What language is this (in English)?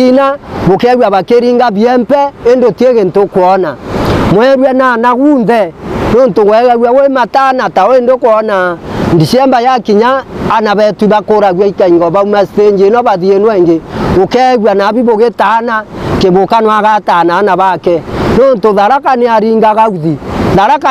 Meru